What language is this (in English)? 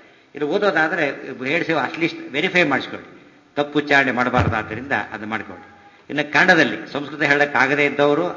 Kannada